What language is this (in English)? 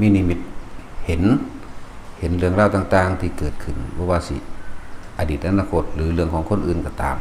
Northeastern Thai